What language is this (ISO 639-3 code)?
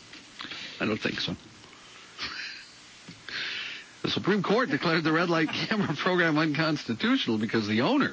eng